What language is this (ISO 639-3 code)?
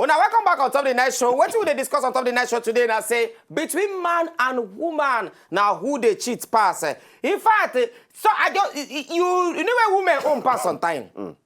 pcm